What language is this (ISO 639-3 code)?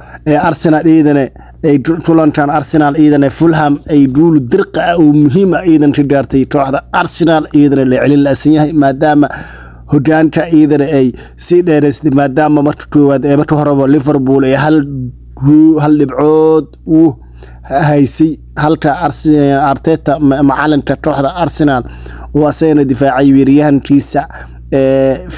som